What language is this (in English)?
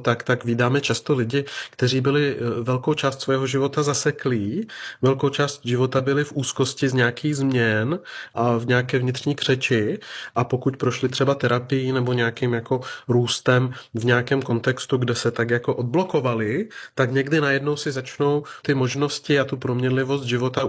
Czech